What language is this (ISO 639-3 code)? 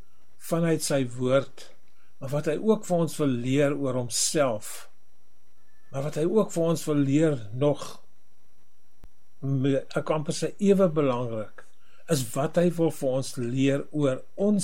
afr